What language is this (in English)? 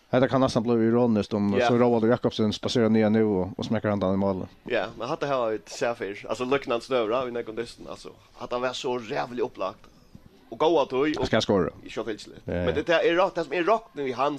Faroese